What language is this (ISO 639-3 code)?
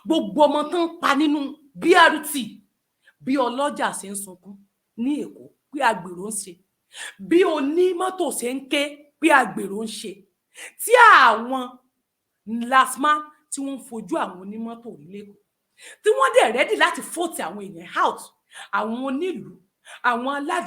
yor